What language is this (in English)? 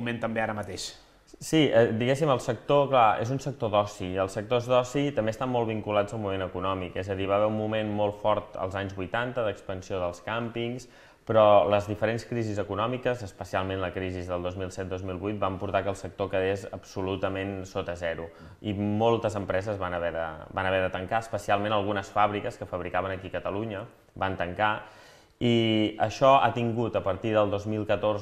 Catalan